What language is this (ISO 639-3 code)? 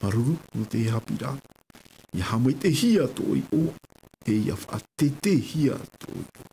tah